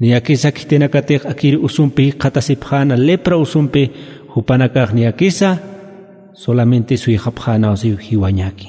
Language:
Aymara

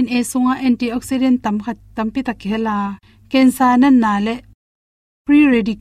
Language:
Tedim Chin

